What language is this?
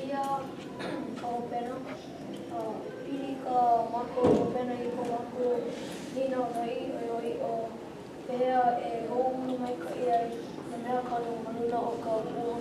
Hawaiian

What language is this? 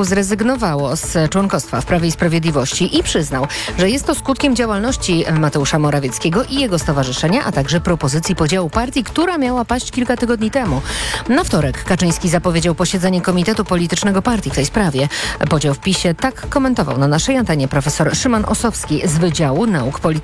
Polish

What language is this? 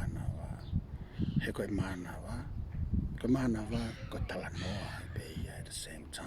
Tongan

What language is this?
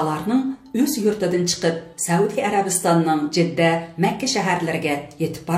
Uyghur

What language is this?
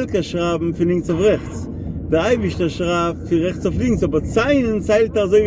Yiddish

